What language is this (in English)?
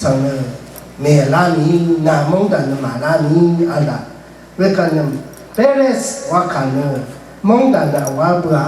Rawang